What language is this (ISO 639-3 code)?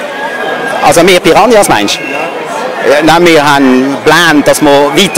deu